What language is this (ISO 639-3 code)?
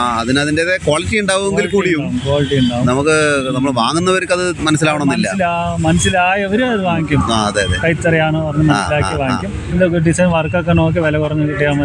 mal